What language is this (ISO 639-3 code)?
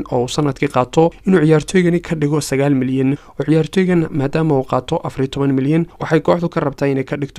som